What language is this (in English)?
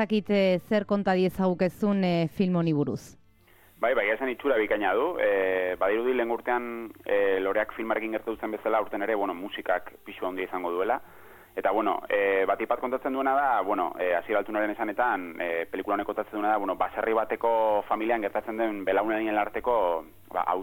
Basque